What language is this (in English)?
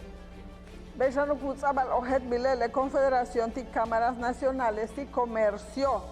Yucateco